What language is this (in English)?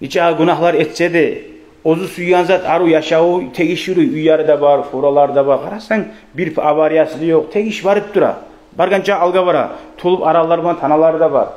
Kumyk